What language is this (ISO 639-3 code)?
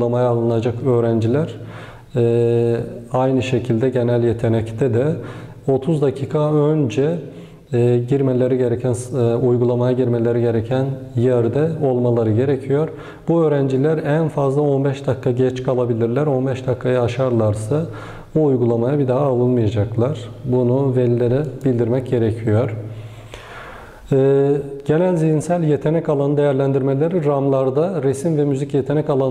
tur